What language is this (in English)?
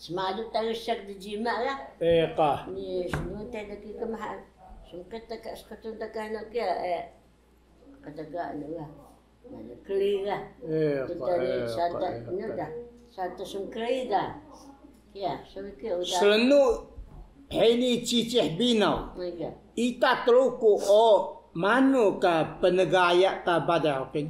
Taroko